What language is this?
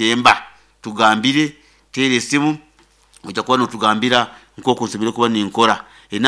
Nyankole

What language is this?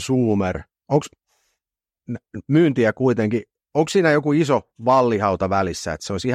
Finnish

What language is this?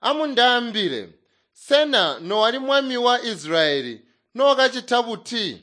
Tonga (Zambia)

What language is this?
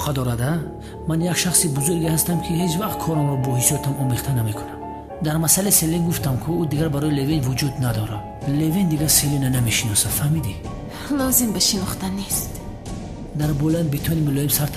Tajik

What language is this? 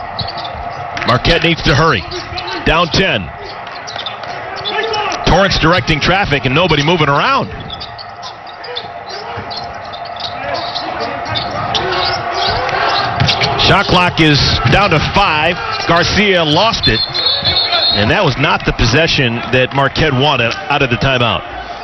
English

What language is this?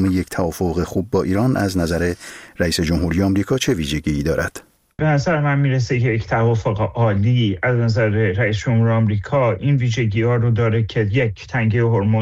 Persian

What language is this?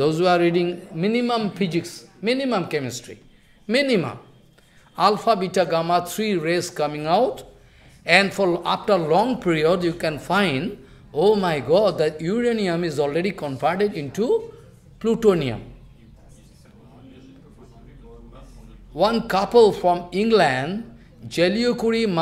English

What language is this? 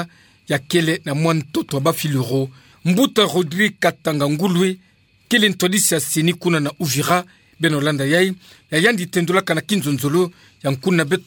Kituba (Democratic Republic of Congo)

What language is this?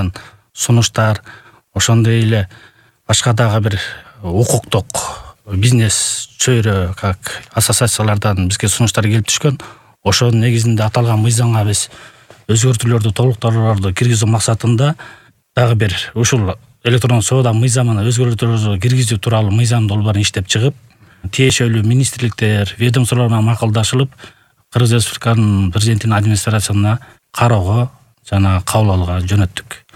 Kyrgyz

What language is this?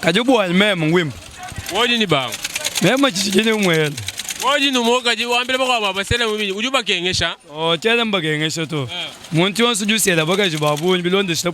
Luba-Lulua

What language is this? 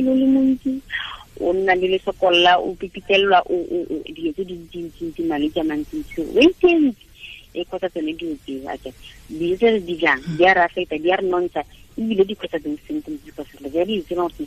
Tswana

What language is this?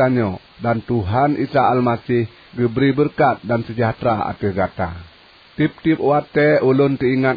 Achinese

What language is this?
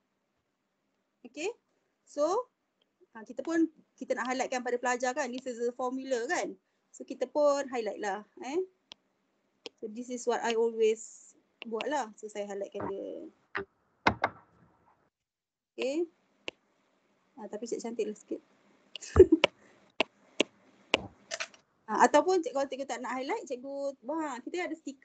Malay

